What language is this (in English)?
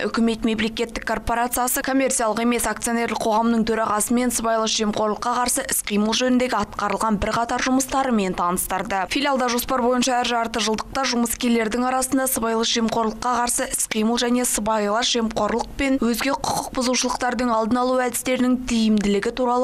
Kazakh